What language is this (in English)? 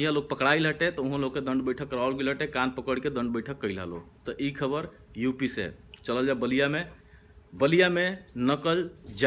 Bhojpuri